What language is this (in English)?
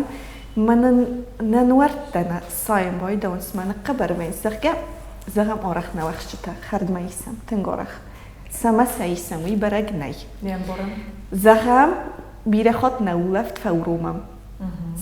Ossetic